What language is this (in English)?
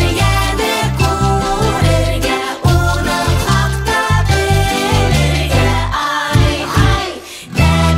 Bashkir